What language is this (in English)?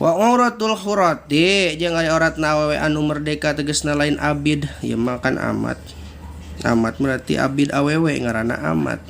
Sundanese